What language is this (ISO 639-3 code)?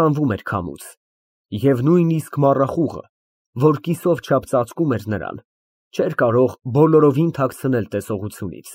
hye